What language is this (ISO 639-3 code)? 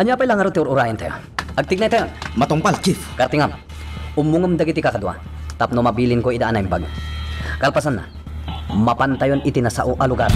ilo